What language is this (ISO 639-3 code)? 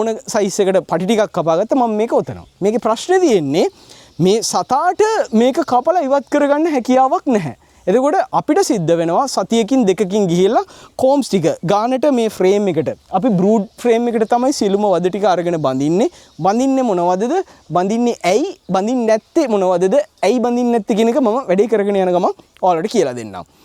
sin